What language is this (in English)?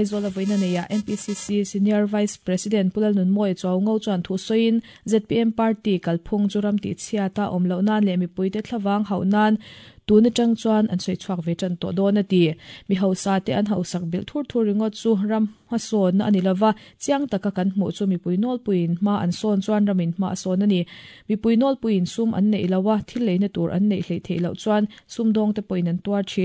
Mizo